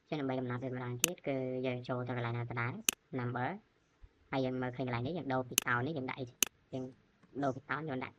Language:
Khmer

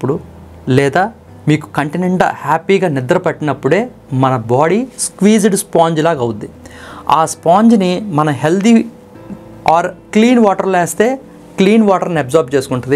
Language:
Telugu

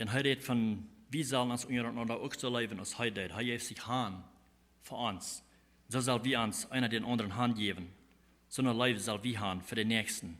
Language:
Plautdietsch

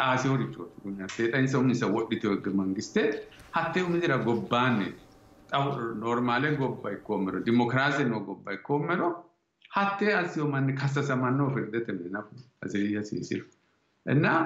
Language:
Sidamo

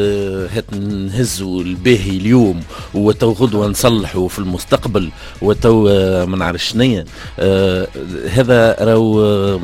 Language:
Tunisian Arabic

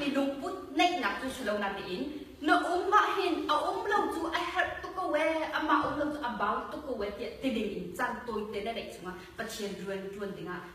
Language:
Hakha Chin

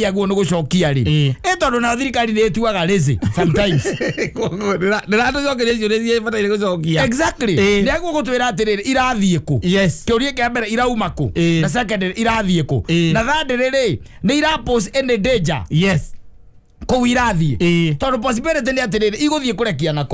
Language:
Kikuyu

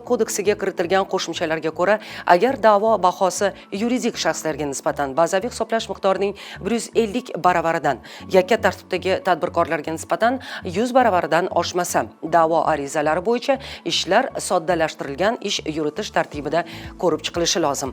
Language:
Uzbek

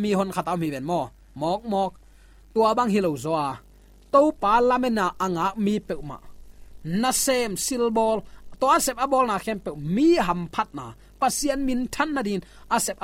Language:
Tedim Chin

